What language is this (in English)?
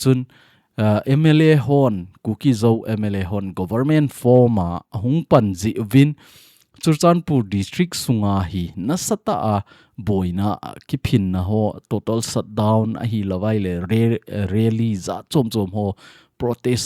Thado Chin